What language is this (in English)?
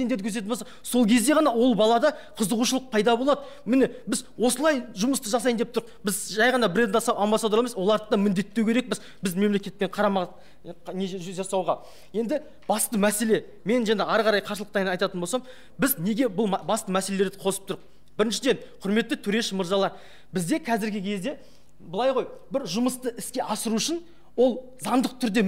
Kazakh